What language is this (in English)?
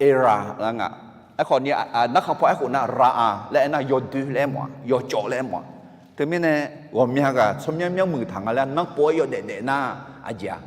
Akha